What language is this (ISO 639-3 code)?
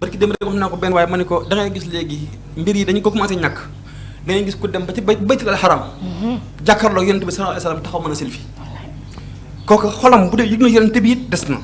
wol